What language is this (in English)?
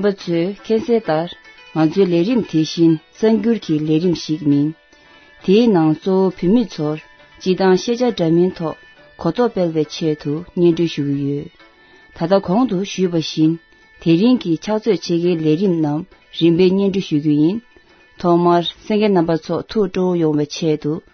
Tibetan